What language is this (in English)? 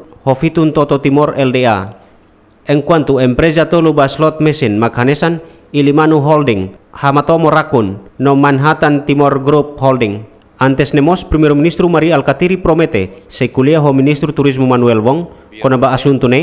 Tetum